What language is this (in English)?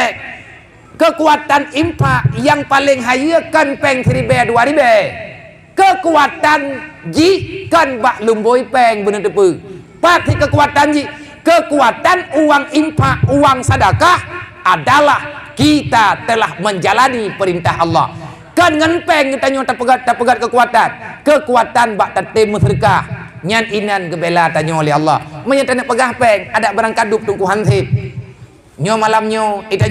Achinese